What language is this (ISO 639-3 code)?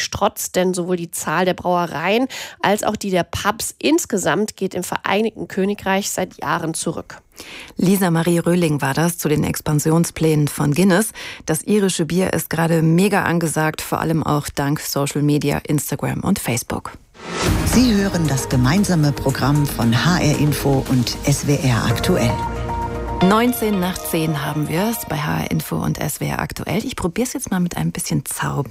deu